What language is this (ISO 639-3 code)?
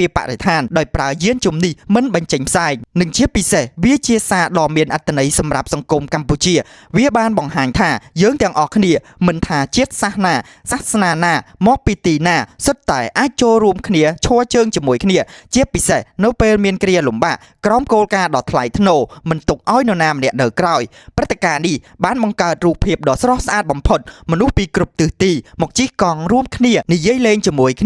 khm